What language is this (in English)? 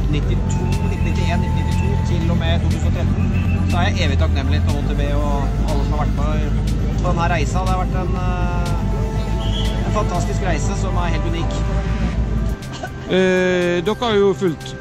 Norwegian